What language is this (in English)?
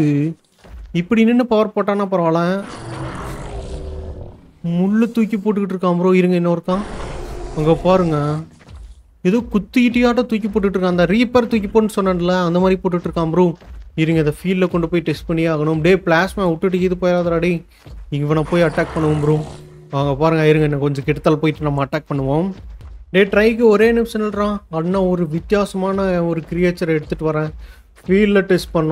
Tamil